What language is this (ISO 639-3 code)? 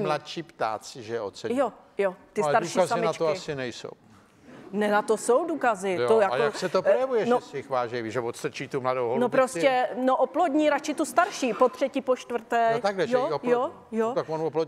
ces